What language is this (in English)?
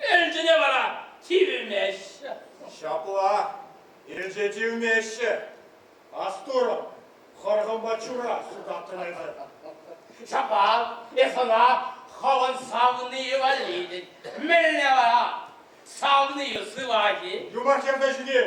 Chuvash